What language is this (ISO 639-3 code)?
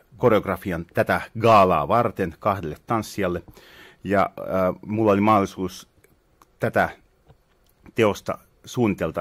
fin